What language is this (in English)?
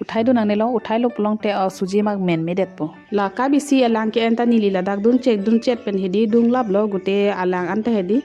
Karbi